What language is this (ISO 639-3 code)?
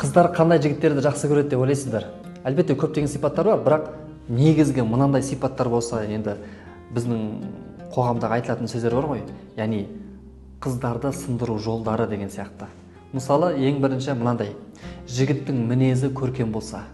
kaz